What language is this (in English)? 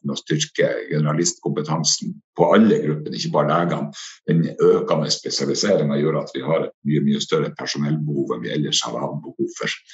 Norwegian